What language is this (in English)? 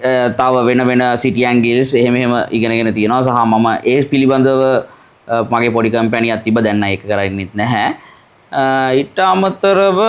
Sinhala